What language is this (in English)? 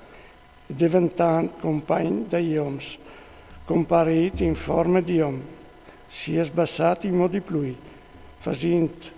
Friulian